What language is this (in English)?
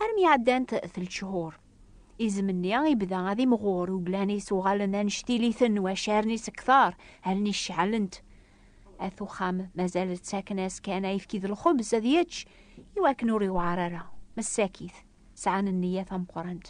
Kabyle